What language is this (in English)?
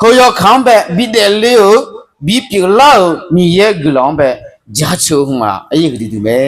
Akha